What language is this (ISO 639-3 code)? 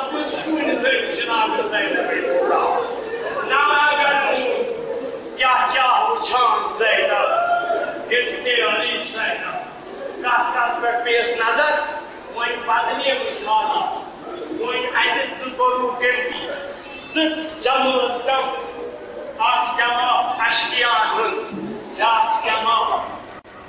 urd